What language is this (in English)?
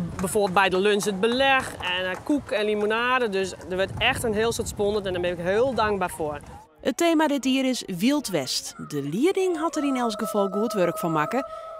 Western Frisian